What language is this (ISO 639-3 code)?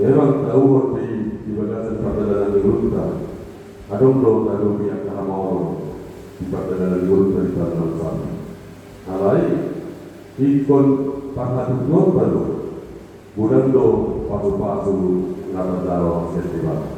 bbc